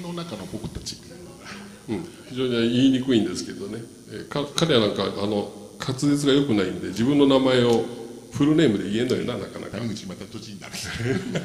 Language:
Japanese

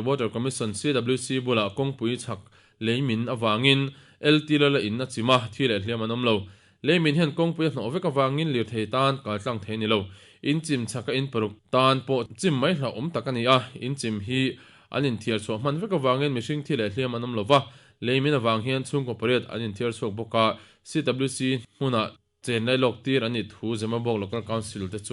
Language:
Mizo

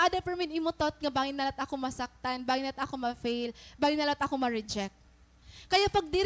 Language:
Waray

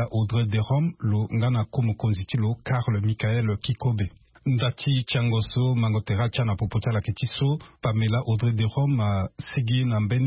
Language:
Sango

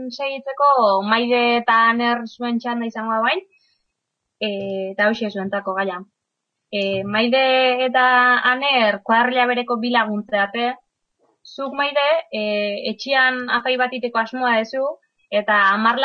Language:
Basque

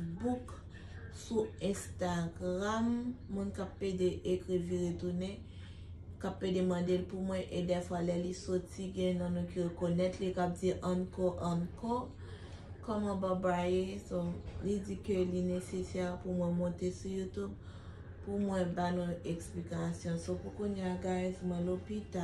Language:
Haitian Creole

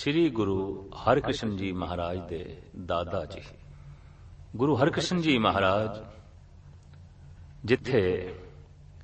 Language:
Punjabi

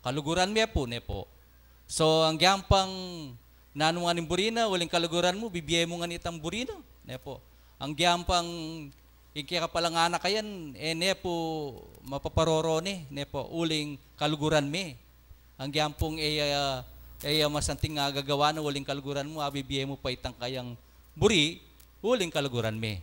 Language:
Pampanga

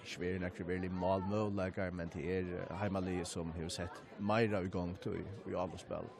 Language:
Faroese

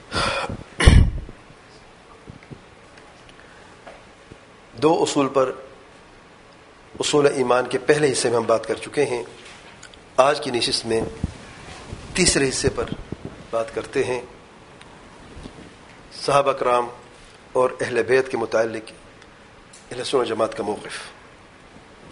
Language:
Urdu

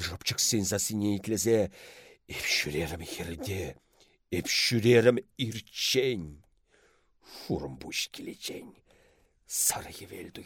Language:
Chuvash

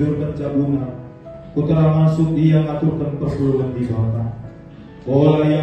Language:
Batak Karo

